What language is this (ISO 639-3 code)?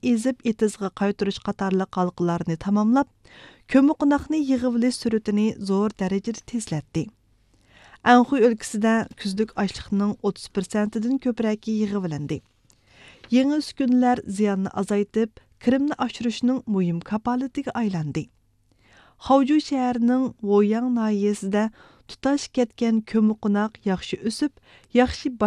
uig